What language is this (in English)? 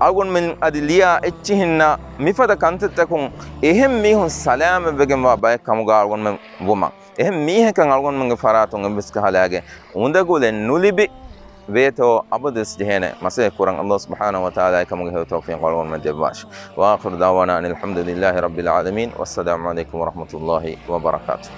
Divehi